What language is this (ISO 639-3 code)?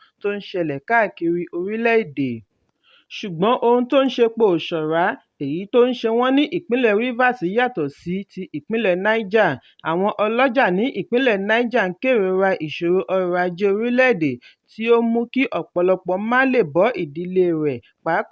yor